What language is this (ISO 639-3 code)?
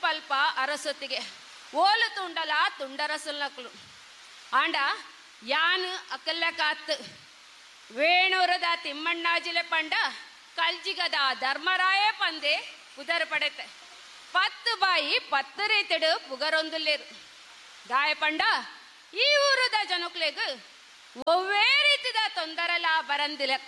tcy